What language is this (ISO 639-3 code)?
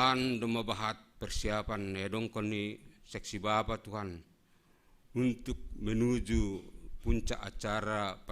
bts